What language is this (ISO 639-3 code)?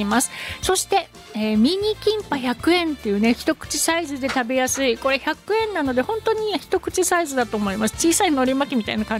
jpn